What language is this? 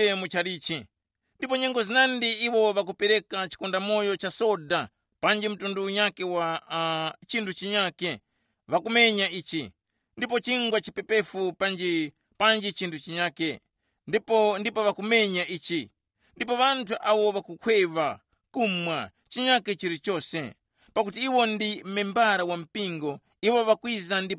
Tumbuka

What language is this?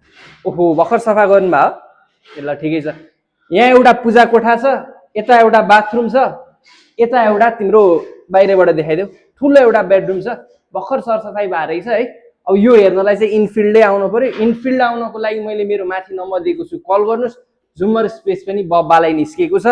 Nepali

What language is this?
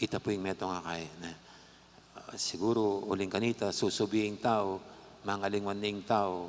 Pampanga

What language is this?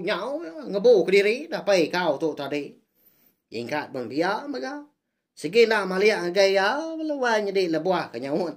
Iban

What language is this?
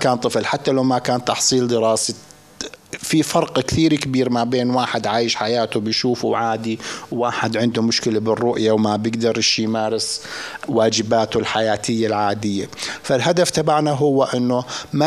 North Levantine Arabic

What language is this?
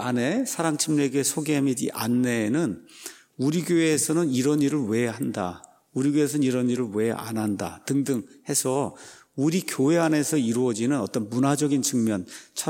Korean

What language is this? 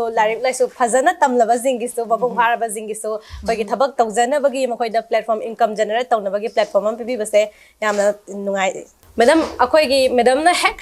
Manipuri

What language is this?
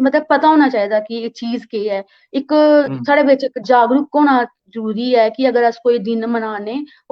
Dogri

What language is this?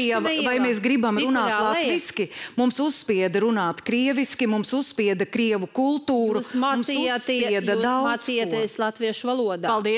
Latvian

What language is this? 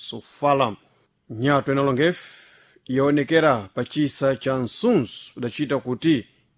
Sena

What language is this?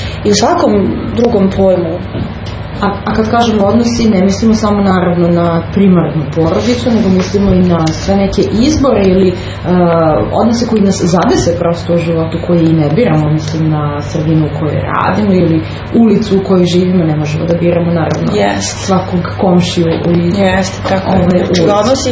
Serbian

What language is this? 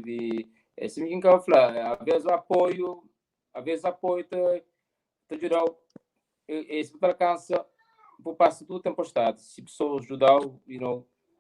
Kabuverdianu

